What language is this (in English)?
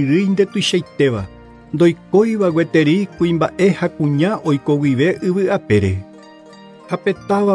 Guarani